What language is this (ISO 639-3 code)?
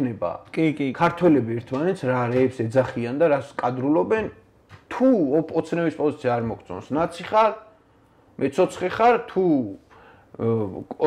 kat